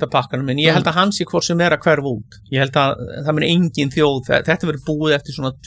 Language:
Icelandic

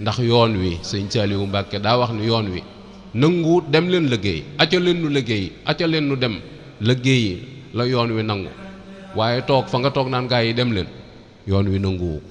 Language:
Wolof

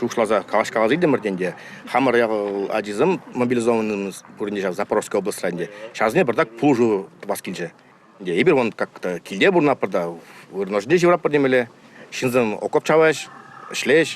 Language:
Chuvash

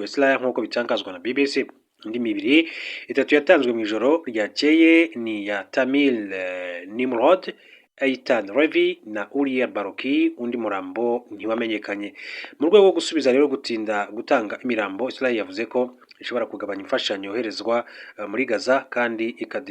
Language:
Kinyarwanda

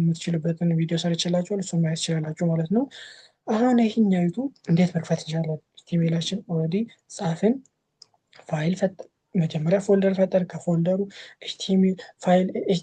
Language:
Amharic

